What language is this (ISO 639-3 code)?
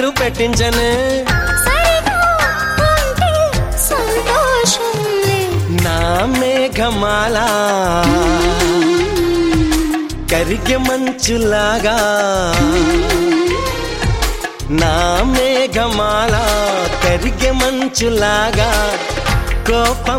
tel